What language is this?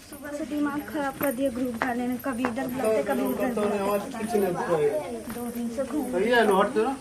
Maithili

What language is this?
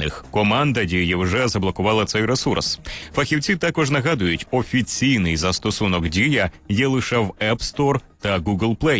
Ukrainian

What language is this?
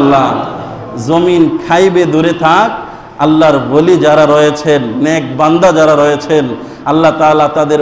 Bangla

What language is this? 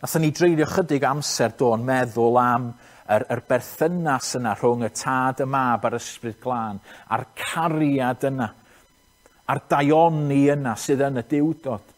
Welsh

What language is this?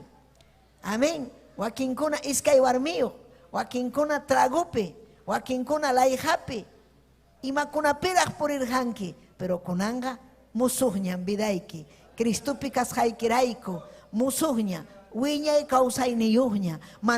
Ayacucho Quechua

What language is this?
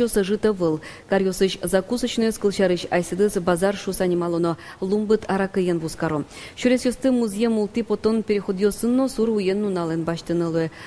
Udmurt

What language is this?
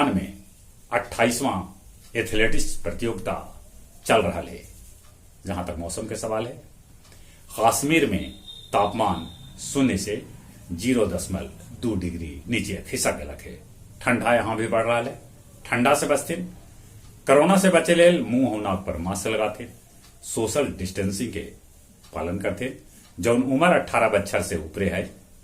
Magahi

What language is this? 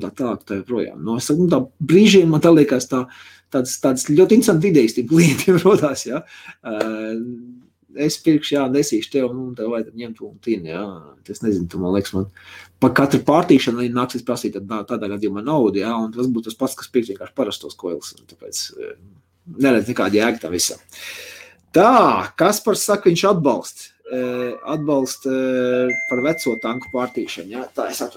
Latvian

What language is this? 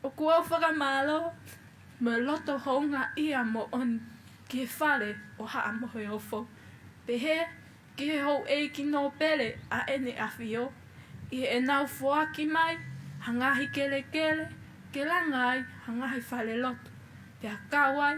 Tongan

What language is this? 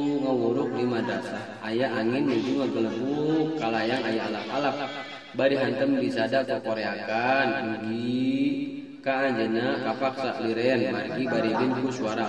Sundanese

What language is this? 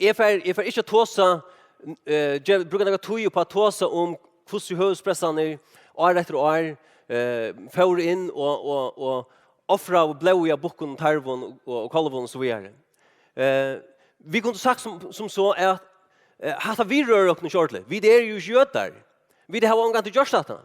Faroese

